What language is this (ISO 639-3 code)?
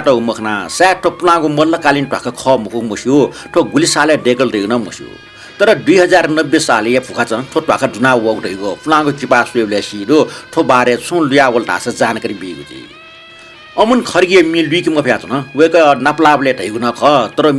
new